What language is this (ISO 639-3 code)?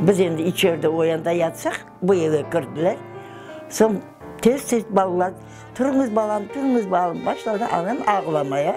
crh